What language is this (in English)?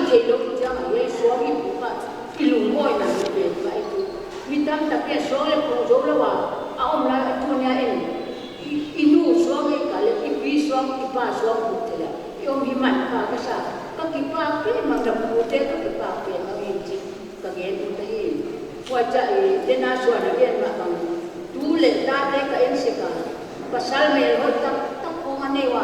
Paite Chin